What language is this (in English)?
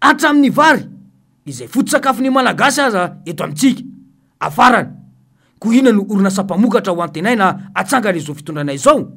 Malagasy